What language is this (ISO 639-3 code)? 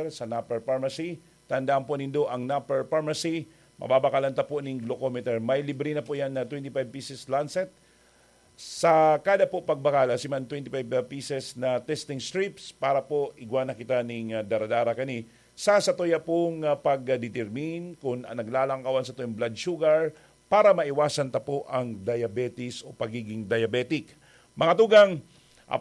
bik